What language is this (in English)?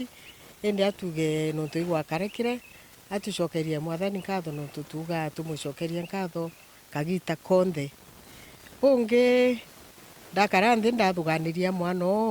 Meru